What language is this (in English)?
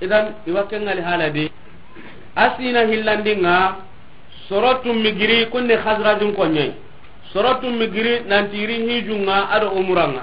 Soninke